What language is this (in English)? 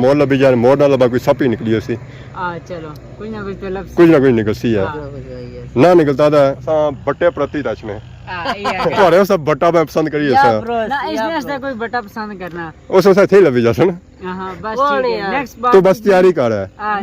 Pahari-Potwari